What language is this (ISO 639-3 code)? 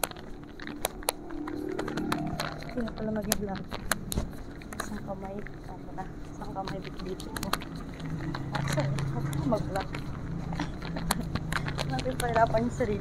fil